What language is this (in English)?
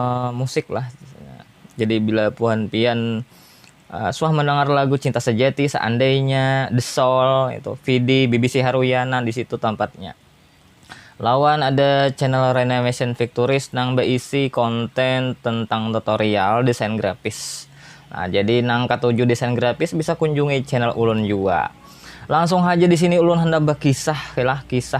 Banjar